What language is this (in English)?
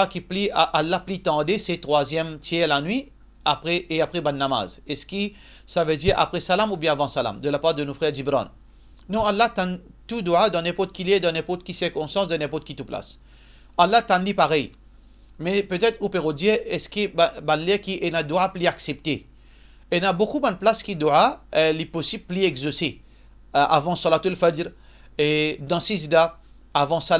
Morisyen